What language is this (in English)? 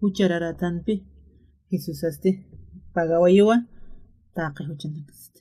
Aymara